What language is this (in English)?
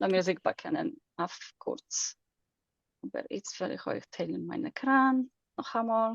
Yiddish